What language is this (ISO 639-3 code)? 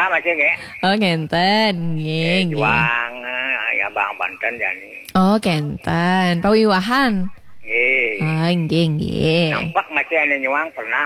ban